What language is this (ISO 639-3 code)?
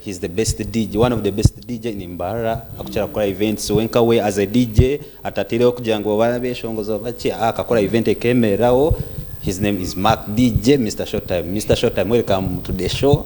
nyn